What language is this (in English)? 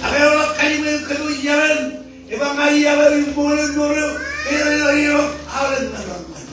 Marshallese